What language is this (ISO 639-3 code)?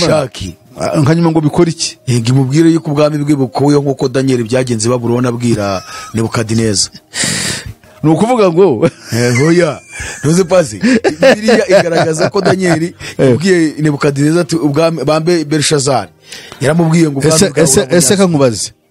kin